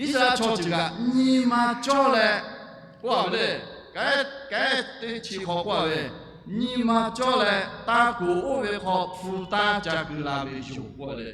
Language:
Lahu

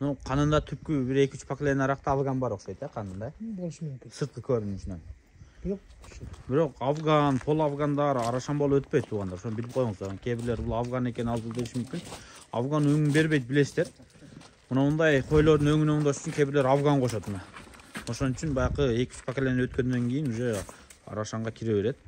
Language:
Kyrgyz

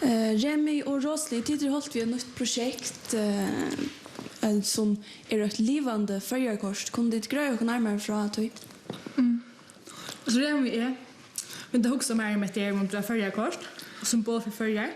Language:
Faroese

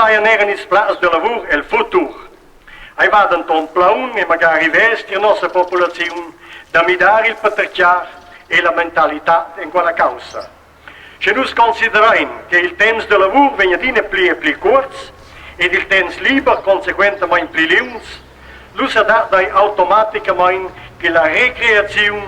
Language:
Romansh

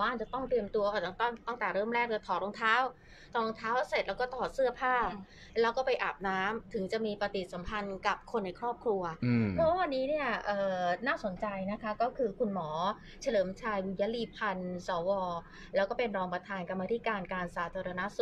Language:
Thai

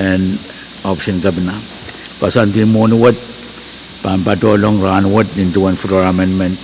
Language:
Pohnpeian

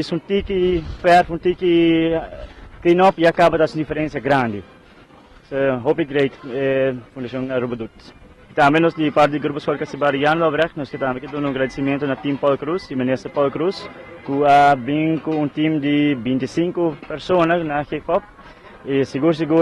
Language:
Papiamento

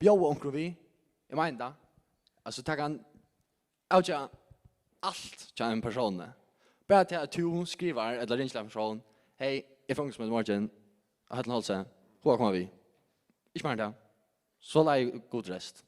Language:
Faroese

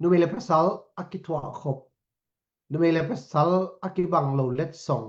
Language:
Tedim Chin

